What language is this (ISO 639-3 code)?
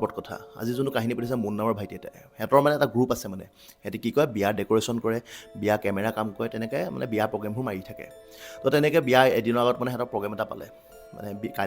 asm